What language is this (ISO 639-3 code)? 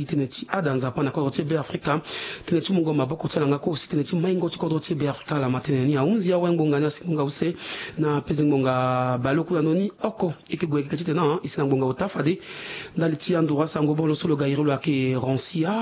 sag